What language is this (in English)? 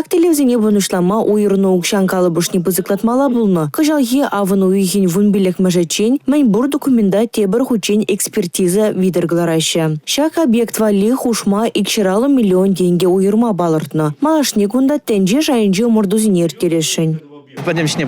Chuvash